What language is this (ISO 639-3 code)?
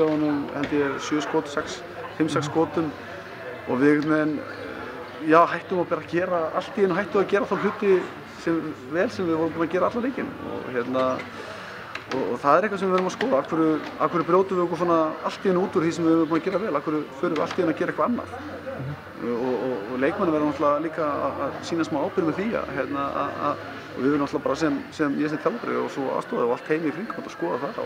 isl